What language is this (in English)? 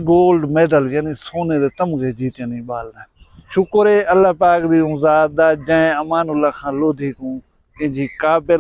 Saraiki